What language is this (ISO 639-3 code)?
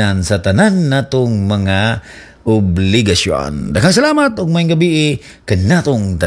ceb